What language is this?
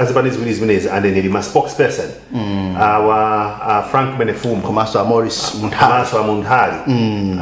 Nyanja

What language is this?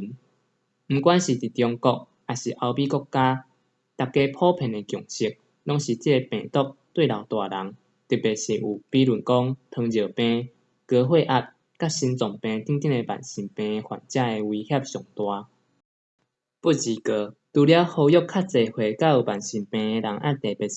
Min Nan Chinese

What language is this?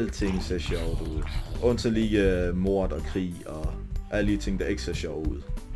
Danish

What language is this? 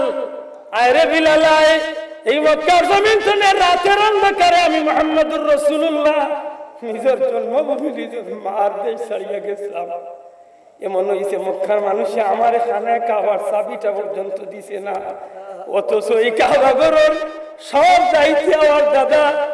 Sylheti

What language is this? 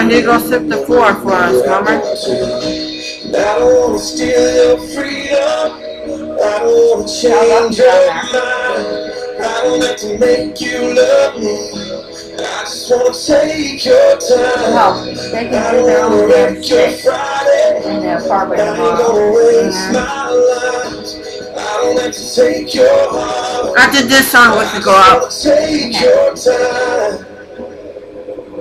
English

